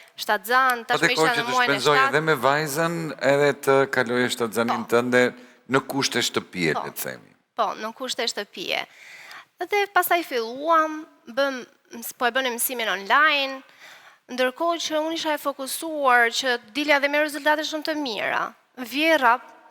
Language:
Albanian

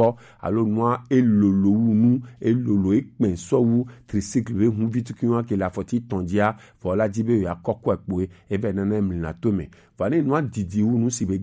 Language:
Gen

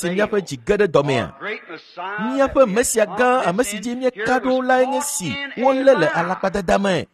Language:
Ewe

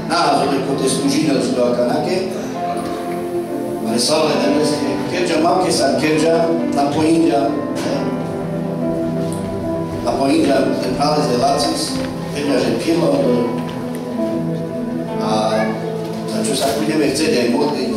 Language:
Slovak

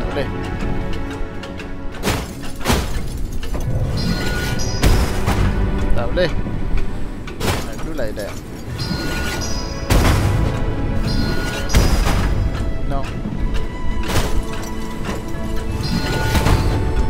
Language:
Malay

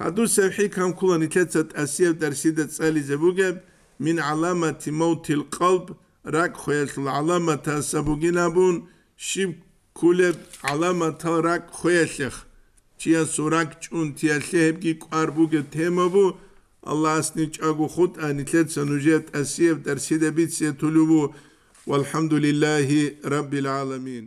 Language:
Avaric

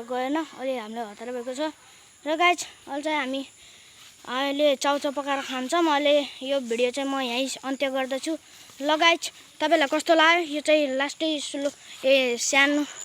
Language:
Nepali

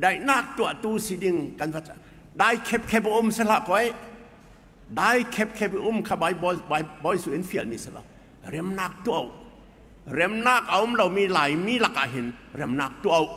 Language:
Falam Chin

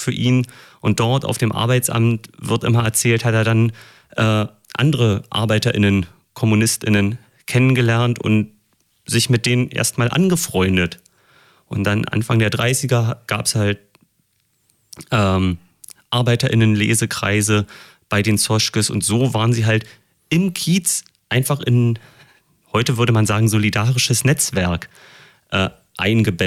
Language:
German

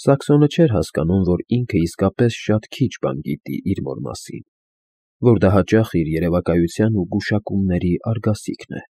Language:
Armenian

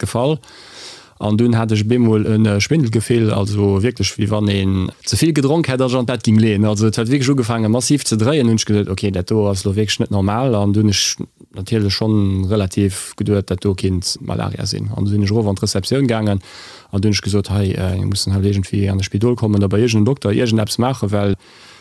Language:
Luxembourgish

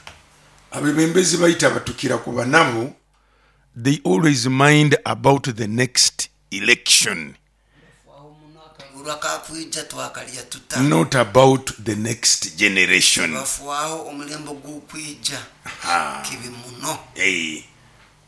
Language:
Nyoro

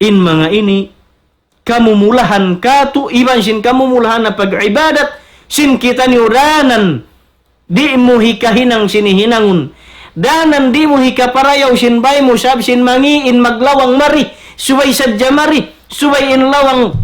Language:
Tausug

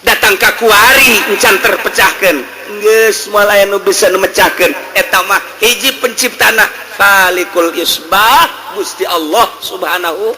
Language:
Sundanese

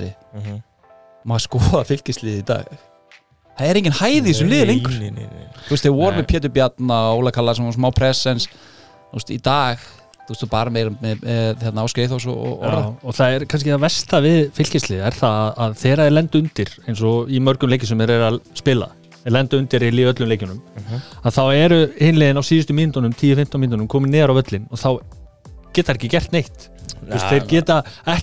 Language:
Icelandic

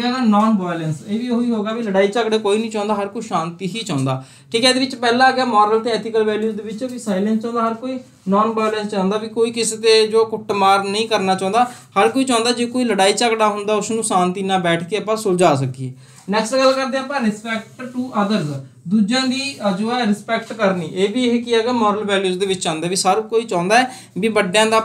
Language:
Punjabi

